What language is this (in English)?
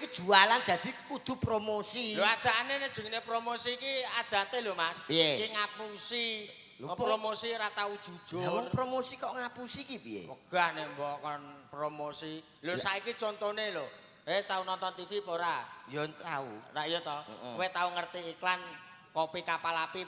Javanese